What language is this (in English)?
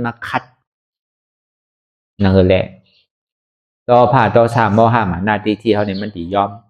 Shan